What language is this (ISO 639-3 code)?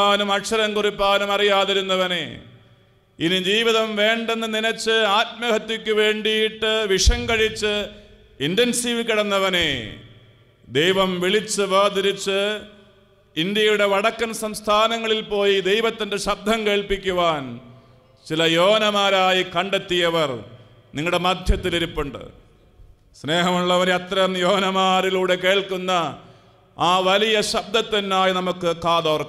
mal